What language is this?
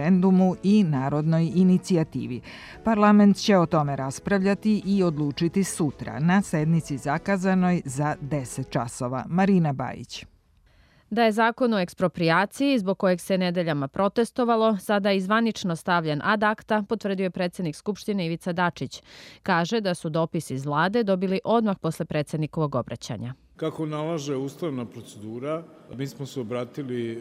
Serbian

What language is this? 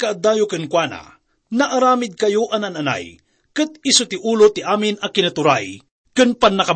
Iloko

